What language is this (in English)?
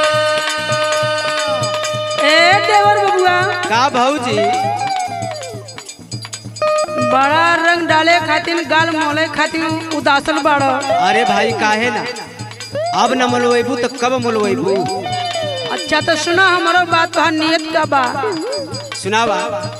Bhojpuri